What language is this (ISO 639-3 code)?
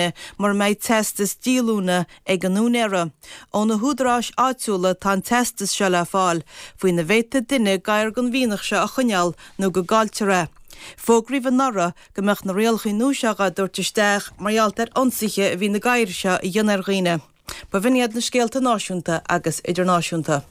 gle